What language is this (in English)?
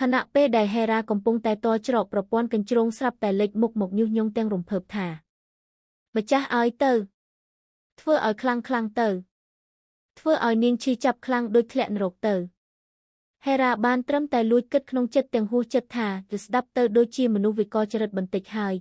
Khmer